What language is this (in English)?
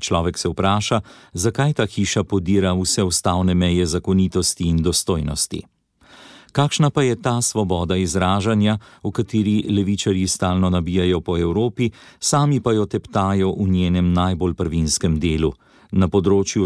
Slovenian